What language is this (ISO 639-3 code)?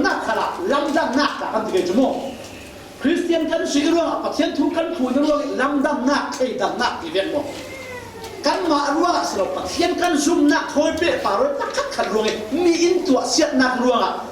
cfm